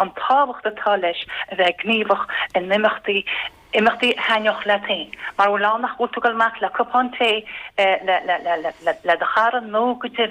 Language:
Irish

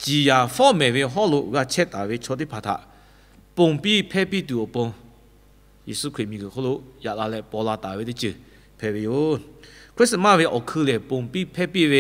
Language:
Lahu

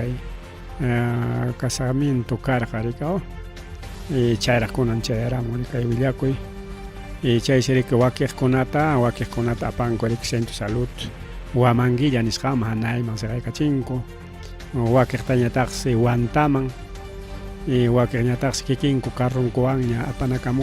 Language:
Ayacucho Quechua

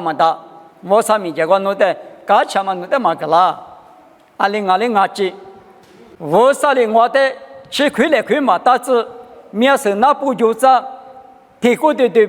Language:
Lisu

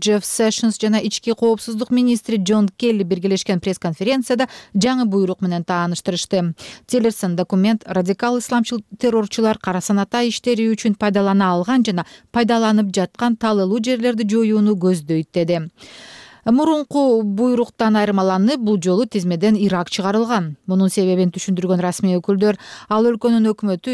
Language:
Kyrgyz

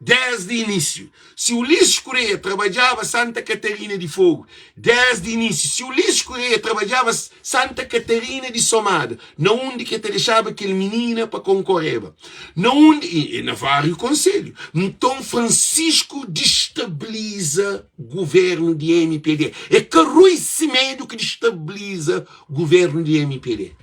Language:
Kabuverdianu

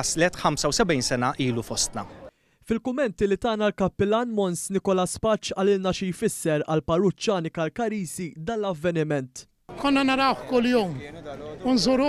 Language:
Maltese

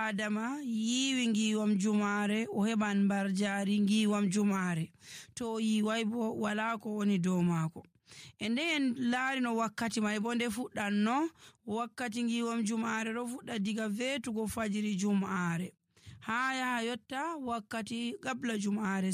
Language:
Nigerian Fulfulde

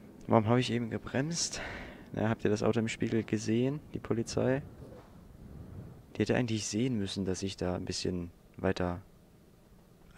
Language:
German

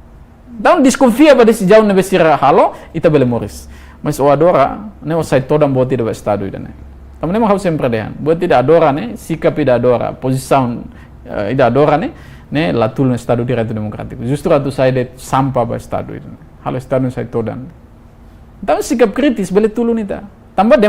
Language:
Tetum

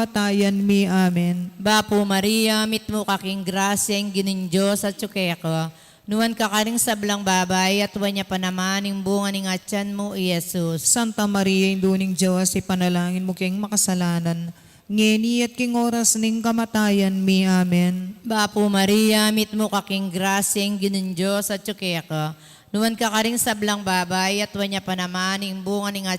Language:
Pampanga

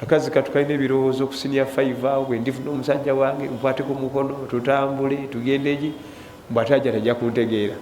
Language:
Ganda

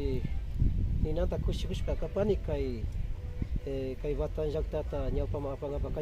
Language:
Imbabura Highland Quichua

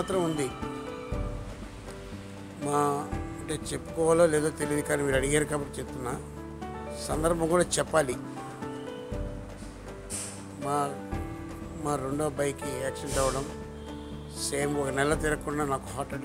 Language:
Telugu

